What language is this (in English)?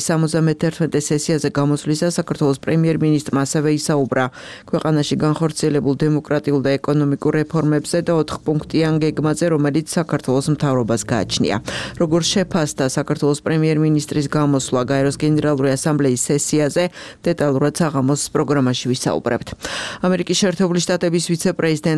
Georgian